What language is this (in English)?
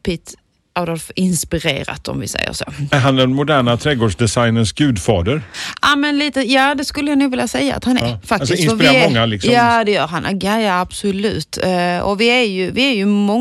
Swedish